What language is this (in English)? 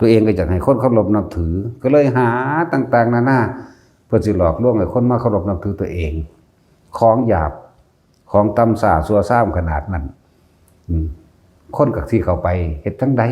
Northeastern Thai